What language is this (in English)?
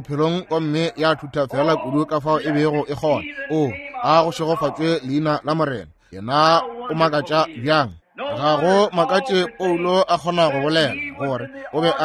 Northern Sotho